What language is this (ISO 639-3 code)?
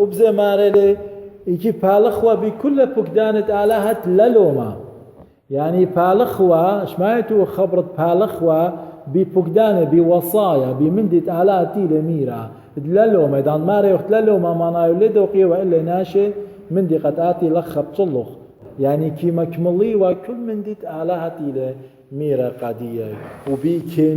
aii